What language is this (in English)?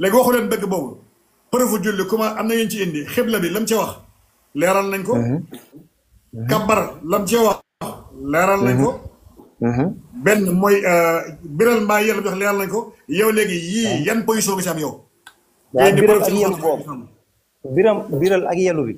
Wolof